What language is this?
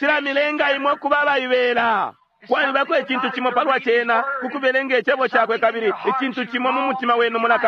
Bemba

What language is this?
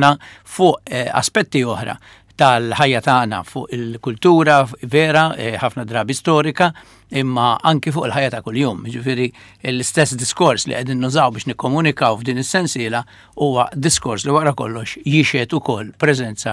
Maltese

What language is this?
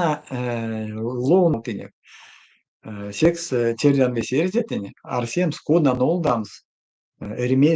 Erzya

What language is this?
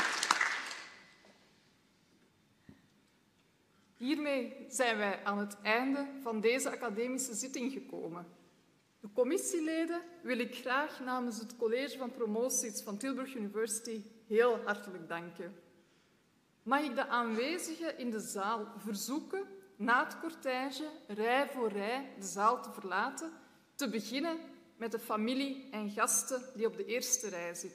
Dutch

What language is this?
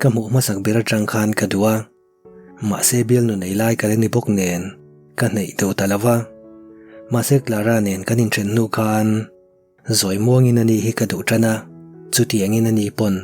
Mizo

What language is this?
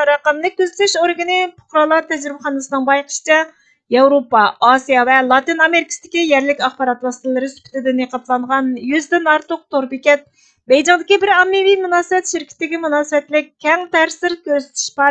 Uyghur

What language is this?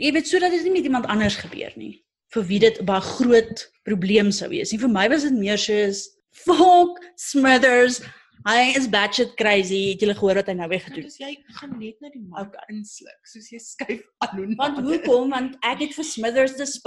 Afrikaans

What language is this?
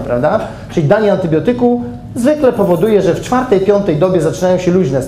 Polish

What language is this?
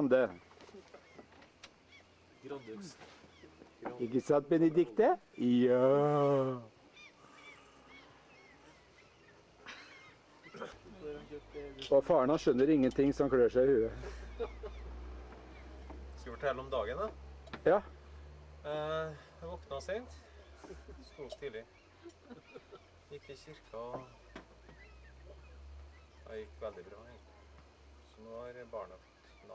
Norwegian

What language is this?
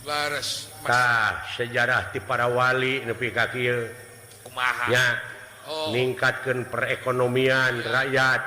Sundanese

